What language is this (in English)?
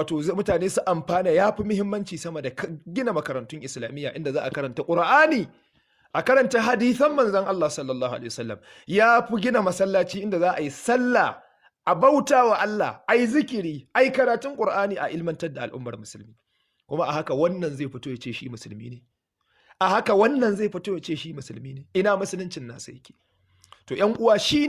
Hausa